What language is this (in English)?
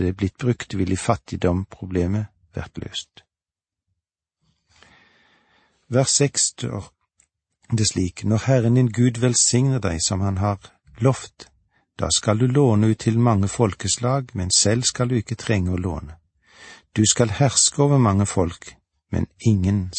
Norwegian